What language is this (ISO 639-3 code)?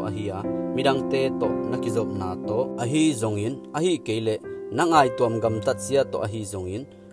ctd